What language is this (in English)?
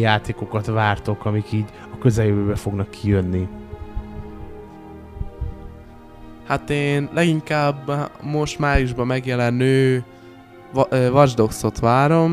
Hungarian